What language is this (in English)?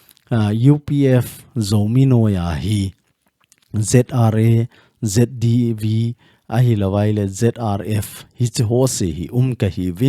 Thado Chin